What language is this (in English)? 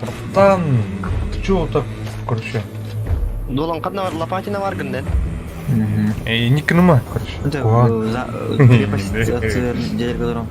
Yakut